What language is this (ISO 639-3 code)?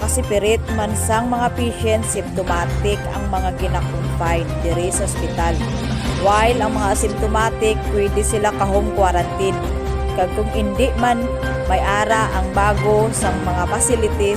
hil